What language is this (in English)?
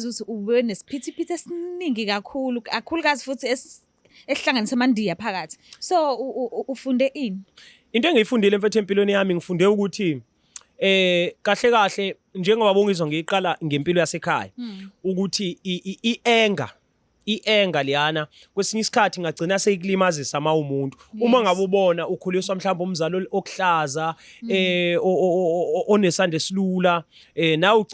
Zulu